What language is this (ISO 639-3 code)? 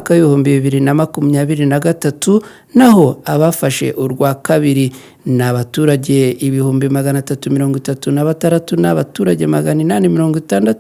kin